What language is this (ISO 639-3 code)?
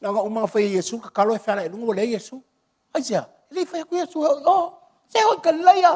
smo